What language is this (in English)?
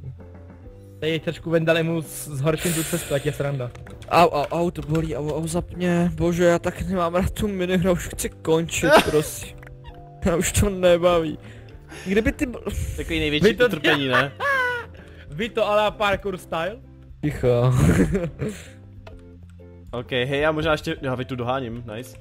Czech